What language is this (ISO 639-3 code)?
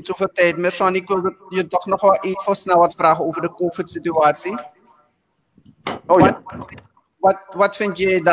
nld